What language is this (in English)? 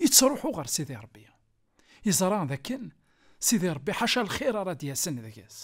Kabyle